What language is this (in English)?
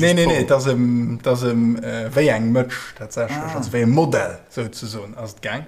Luxembourgish